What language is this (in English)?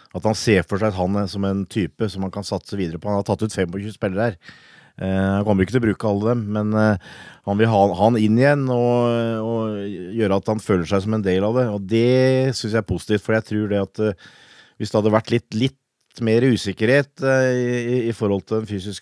Norwegian